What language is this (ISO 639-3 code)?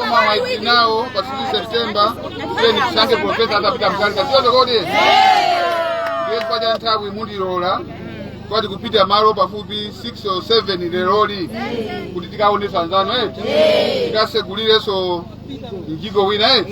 nya